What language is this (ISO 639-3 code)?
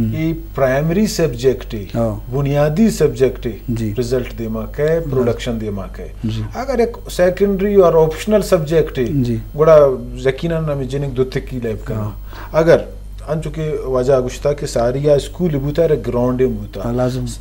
bgp